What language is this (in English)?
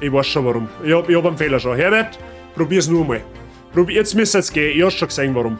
Bavarian